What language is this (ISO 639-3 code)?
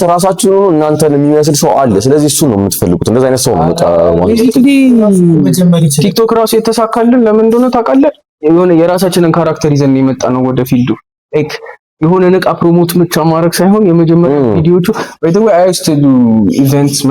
amh